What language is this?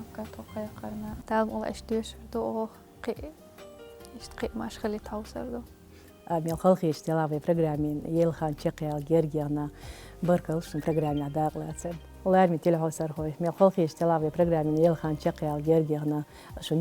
Chechen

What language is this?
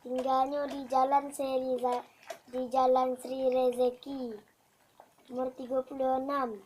Minangkabau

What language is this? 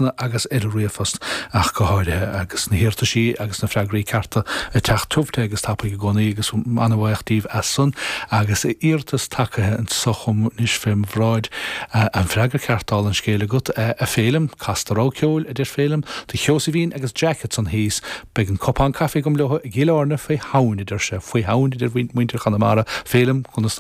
Irish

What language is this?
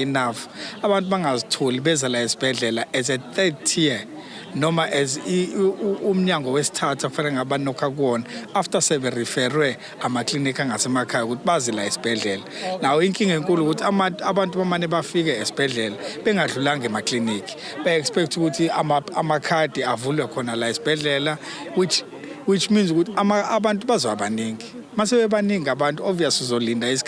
Zulu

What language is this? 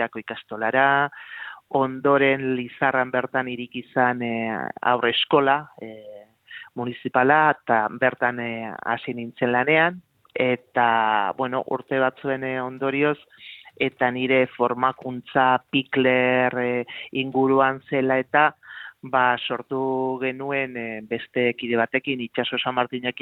Basque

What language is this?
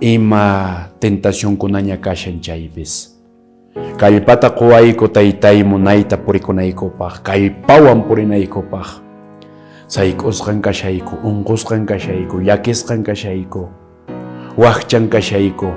Quechua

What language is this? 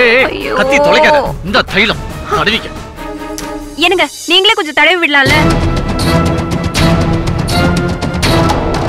Tamil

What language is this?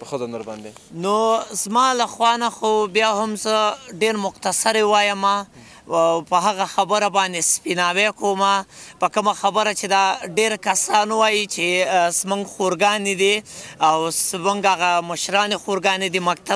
Pashto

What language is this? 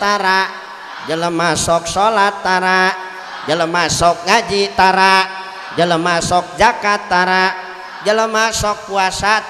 Sundanese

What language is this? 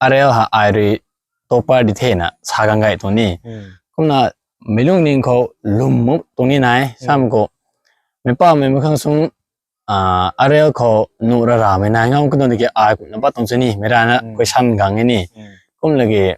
Rongmei Naga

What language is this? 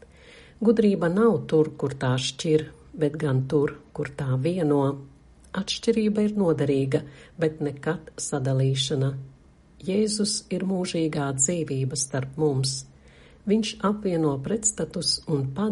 Latvian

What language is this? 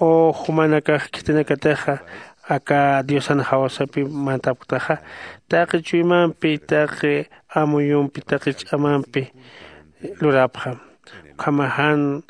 Aymara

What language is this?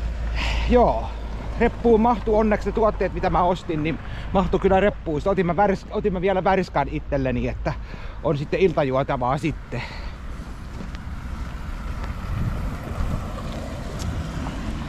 Finnish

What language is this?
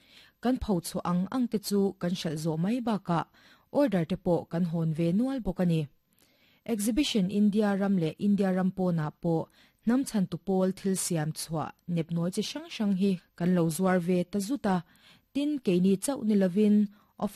Mizo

